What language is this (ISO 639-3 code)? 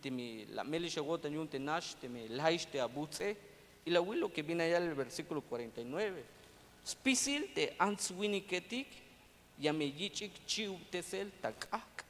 tzh